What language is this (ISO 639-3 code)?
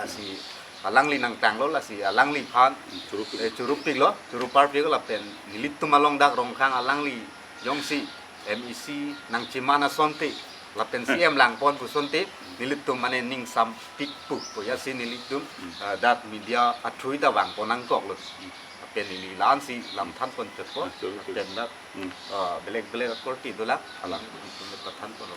mjw